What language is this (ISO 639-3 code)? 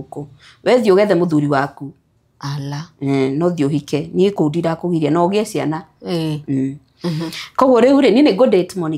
kik